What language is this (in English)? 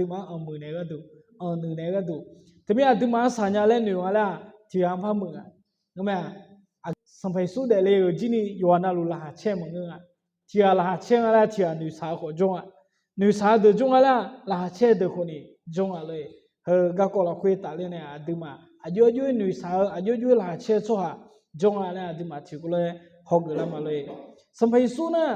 Akha